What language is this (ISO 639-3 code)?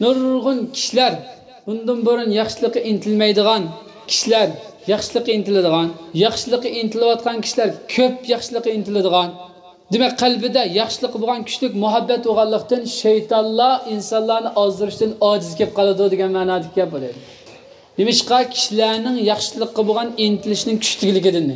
uig